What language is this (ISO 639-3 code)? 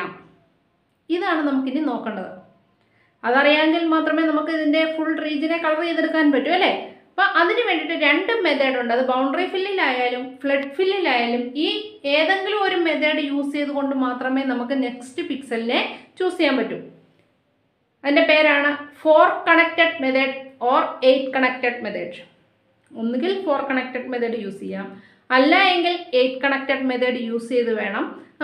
mal